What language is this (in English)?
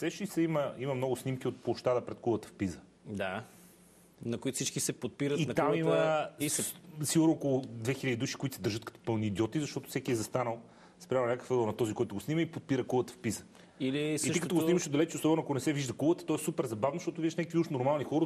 Bulgarian